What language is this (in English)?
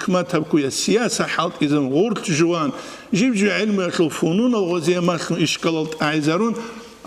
Avaric